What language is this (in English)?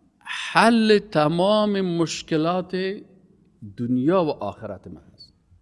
Persian